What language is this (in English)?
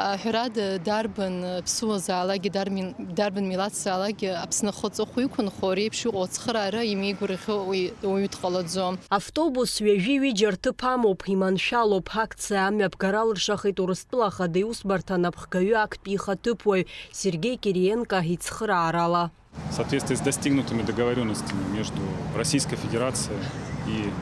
Abkhazian